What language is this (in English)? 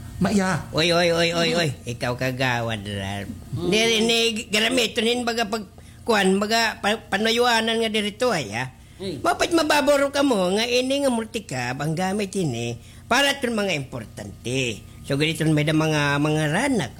Waray